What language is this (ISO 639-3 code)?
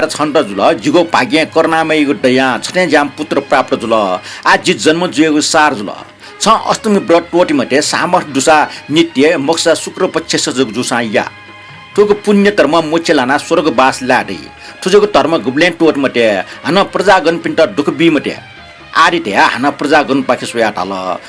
new